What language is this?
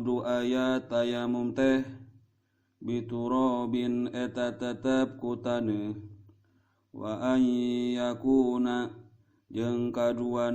Sundanese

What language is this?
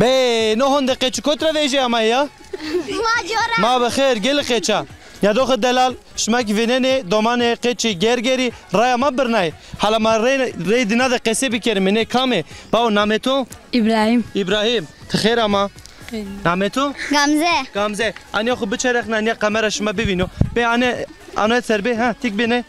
Zaza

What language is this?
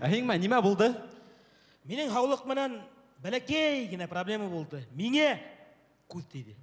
Bashkir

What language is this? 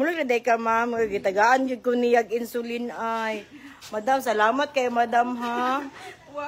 Cebuano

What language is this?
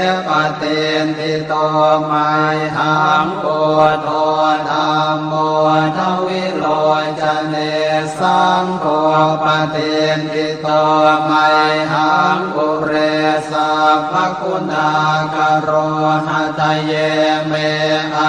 Pali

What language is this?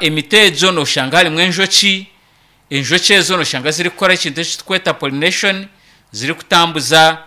Nyankole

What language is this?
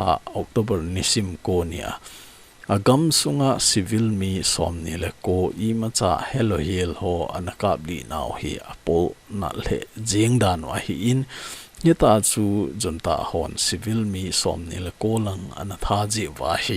Thado Chin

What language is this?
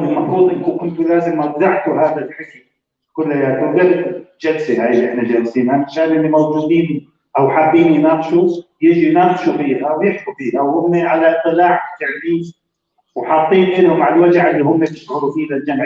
North Levantine Arabic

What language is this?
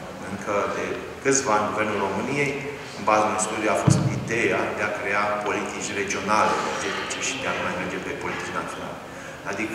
Romanian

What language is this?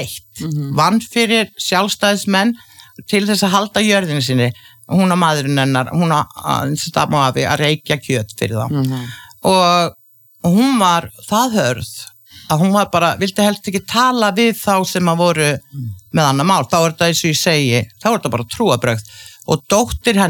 Icelandic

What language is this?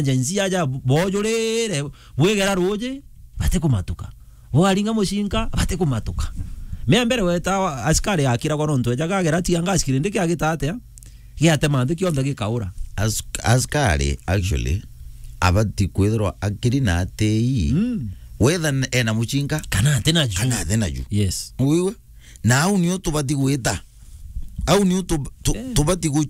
Meru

